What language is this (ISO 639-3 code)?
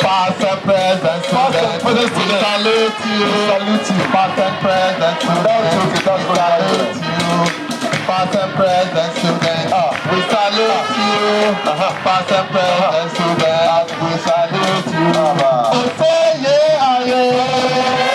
ewe